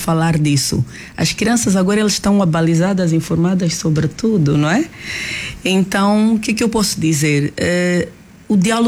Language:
Portuguese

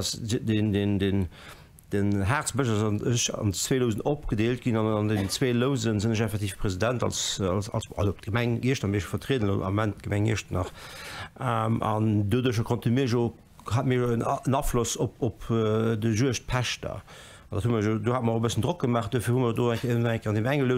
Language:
Luxembourgish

